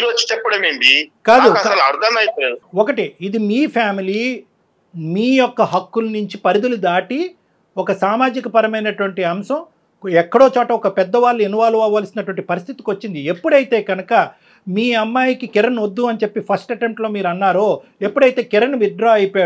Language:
Telugu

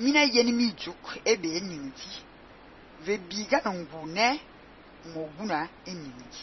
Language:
Fang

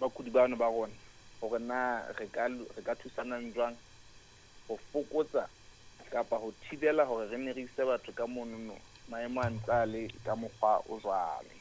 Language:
Southern Sotho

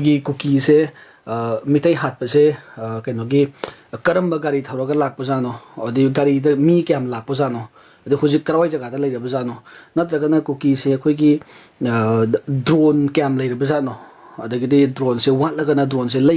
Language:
Manipuri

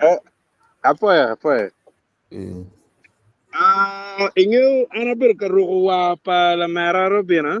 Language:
Acoli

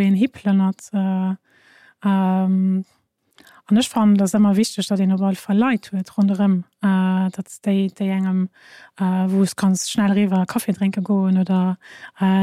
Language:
Luxembourgish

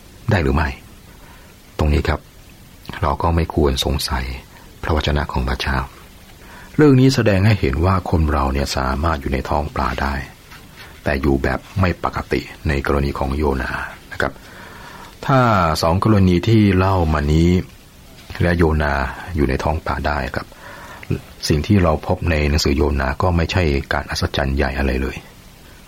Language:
Thai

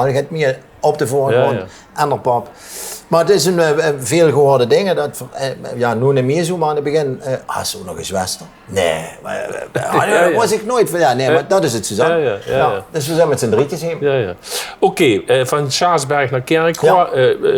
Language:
Limburgish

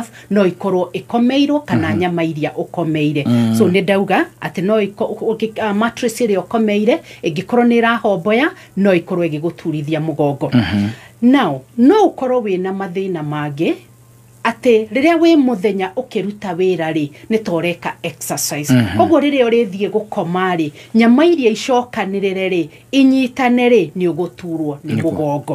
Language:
Kikuyu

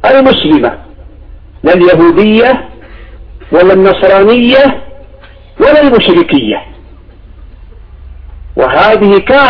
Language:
Arabic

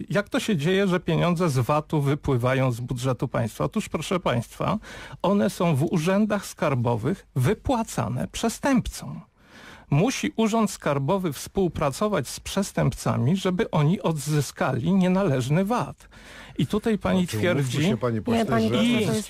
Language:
Polish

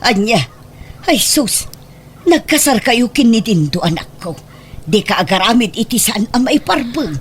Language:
Iloko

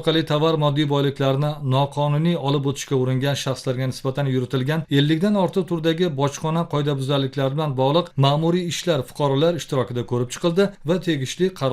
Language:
Uzbek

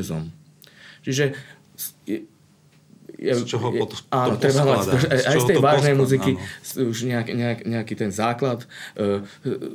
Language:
Slovak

